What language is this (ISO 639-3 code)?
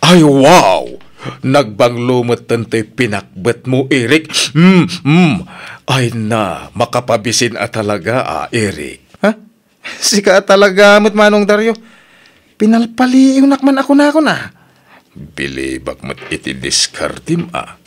ilo